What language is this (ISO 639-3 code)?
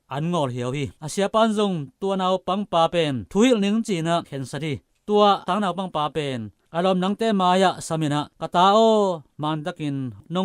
ctd